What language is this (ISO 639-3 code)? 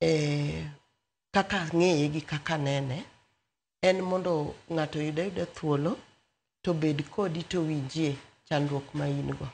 luo